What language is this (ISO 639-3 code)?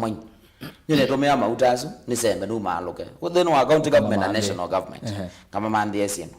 kam